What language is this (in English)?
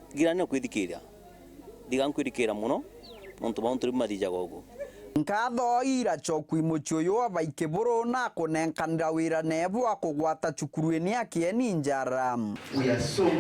Meru